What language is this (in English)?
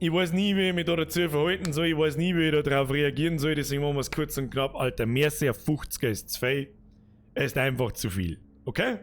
Bavarian